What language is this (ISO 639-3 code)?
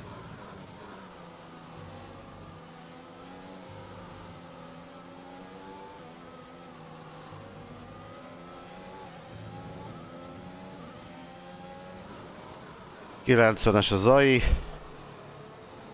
hun